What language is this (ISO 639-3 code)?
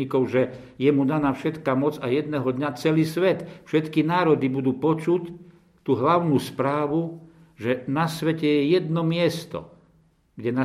slk